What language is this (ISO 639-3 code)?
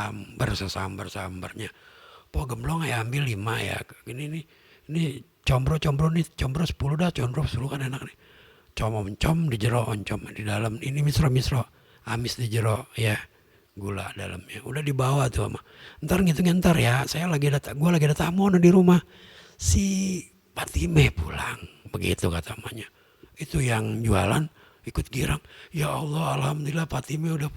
bew